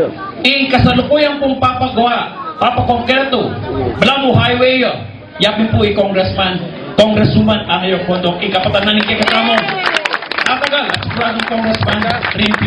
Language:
Pampanga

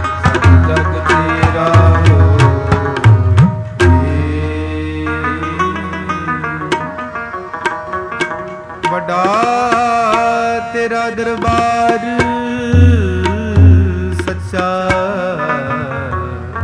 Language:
Punjabi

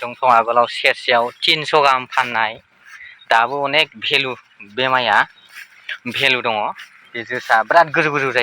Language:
Bodo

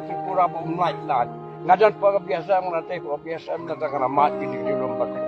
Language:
Khasi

